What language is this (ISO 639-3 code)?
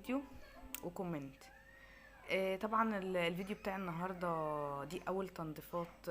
arz